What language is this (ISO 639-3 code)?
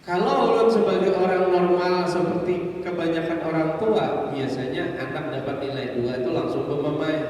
bjn